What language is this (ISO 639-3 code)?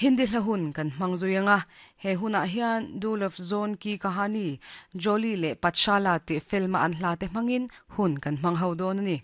lus